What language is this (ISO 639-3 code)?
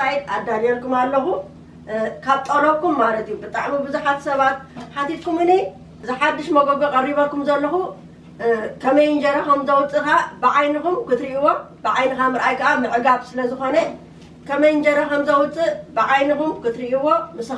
tir